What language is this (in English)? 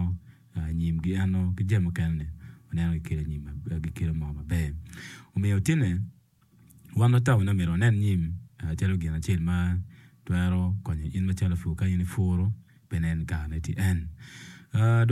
Acoli